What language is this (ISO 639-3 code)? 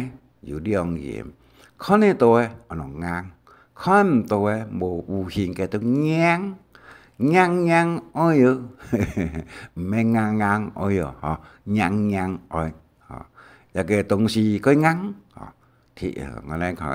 hak